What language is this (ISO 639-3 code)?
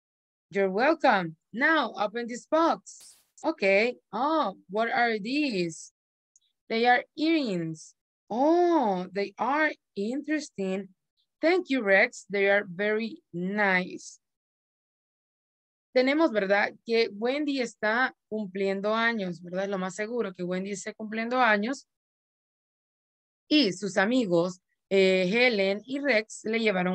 spa